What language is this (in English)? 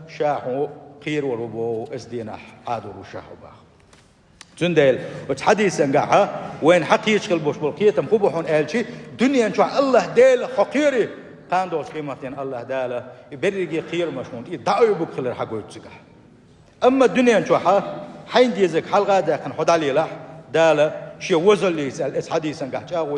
Chechen